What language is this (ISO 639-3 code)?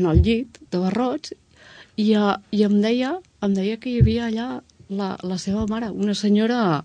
cat